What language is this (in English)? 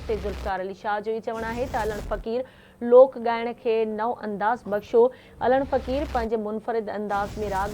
Sindhi